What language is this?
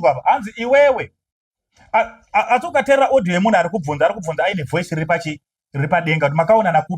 Shona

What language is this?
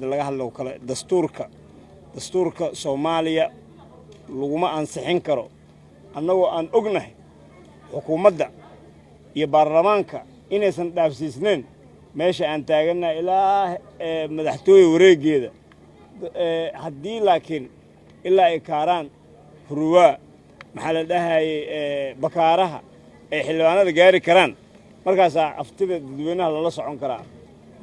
Somali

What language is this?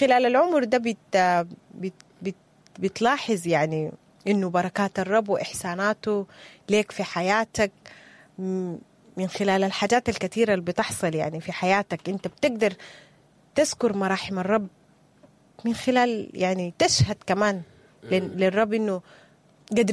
Sudanese Arabic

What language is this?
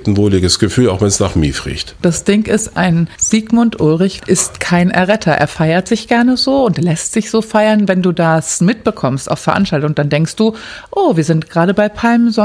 German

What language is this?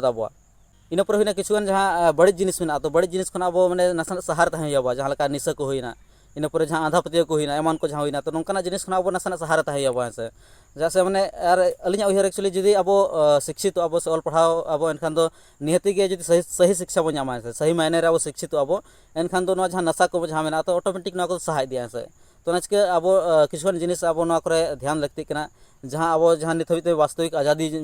Santali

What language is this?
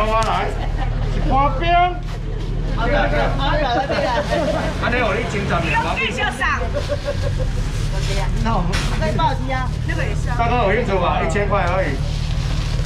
Chinese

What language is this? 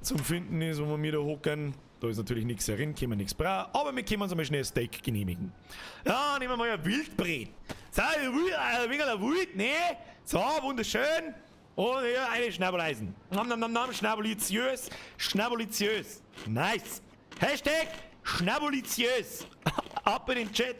Bavarian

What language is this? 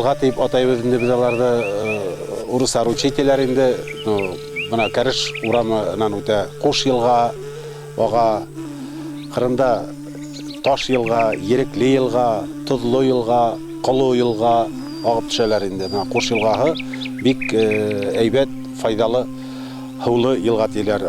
Bashkir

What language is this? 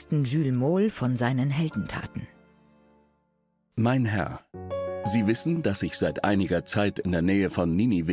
German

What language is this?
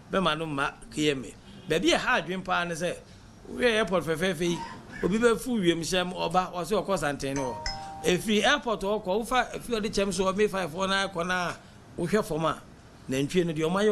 Akan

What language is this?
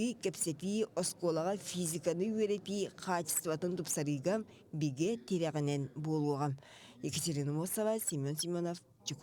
Yakut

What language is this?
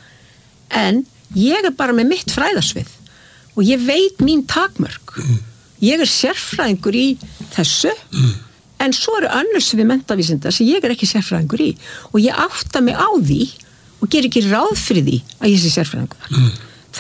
Icelandic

